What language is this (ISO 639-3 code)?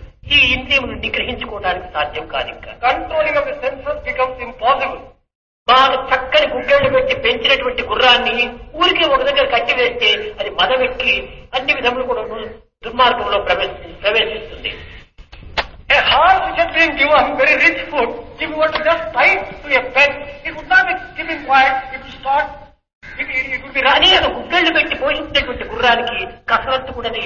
tel